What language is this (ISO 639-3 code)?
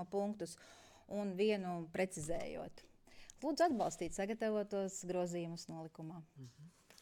lav